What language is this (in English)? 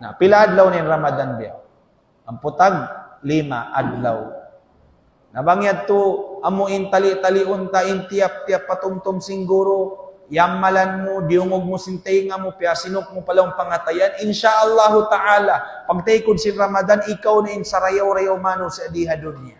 Tausug